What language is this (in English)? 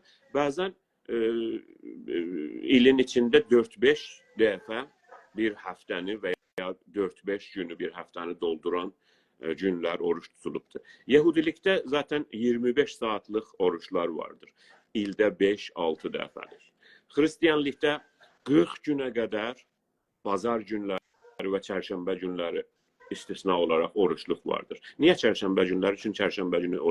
South Azerbaijani